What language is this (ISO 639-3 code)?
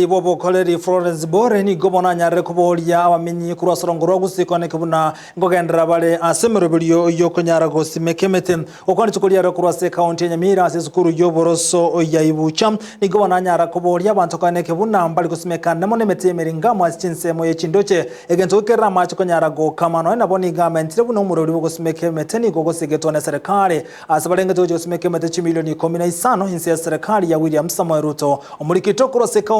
guz